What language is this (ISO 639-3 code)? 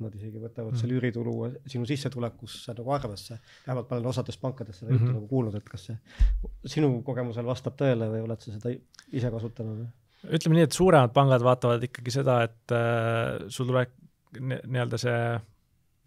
est